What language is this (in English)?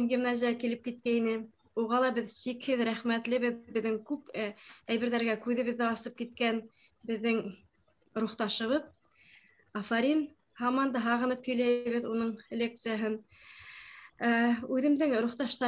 Bashkir